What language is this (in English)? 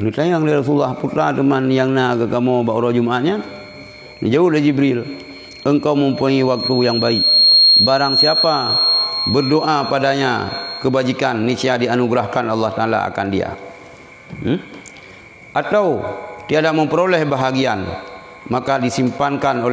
Achinese